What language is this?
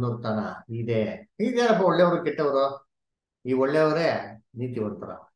Kannada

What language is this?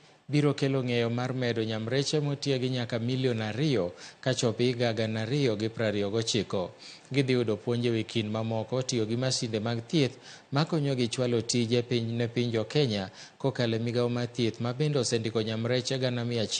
Luo (Kenya and Tanzania)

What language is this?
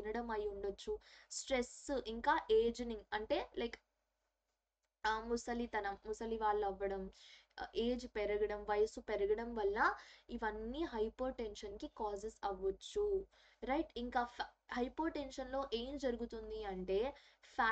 Telugu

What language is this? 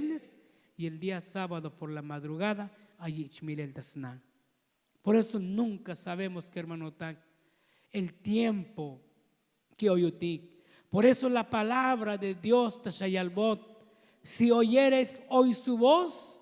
Tzotzil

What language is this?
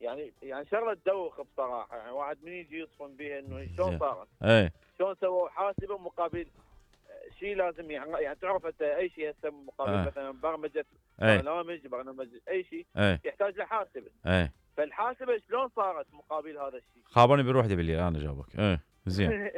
Mesopotamian Arabic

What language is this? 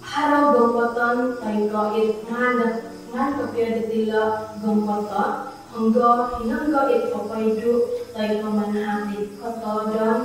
Central Dusun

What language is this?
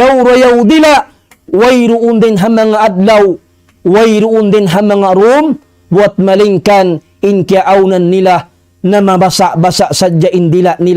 Tausug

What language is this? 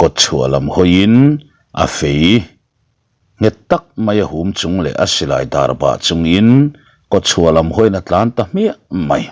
Mizo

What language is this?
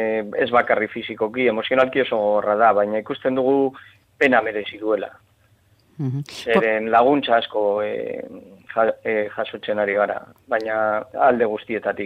Basque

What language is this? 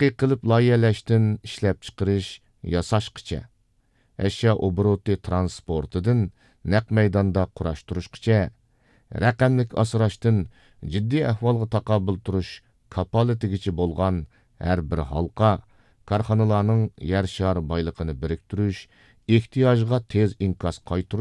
Uyghur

